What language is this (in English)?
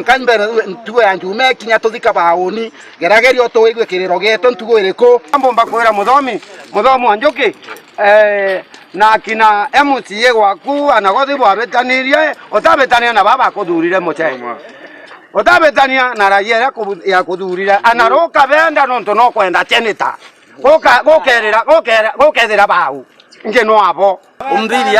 Meru